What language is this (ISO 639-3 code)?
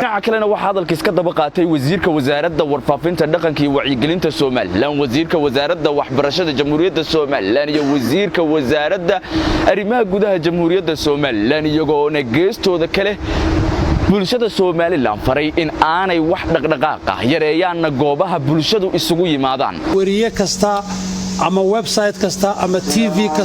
som